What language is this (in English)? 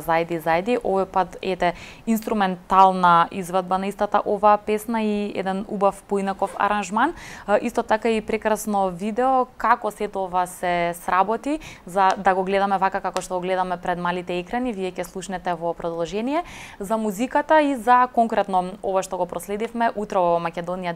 Macedonian